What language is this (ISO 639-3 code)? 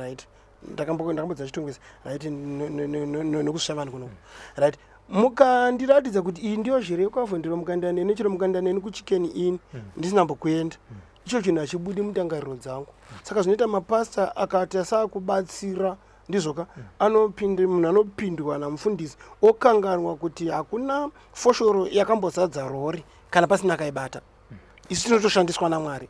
sna